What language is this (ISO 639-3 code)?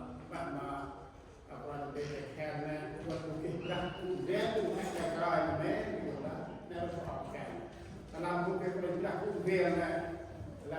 cmo